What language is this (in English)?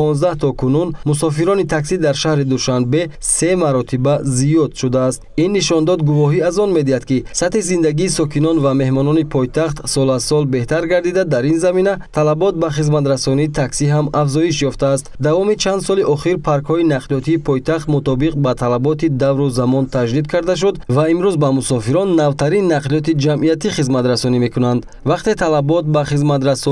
Tajik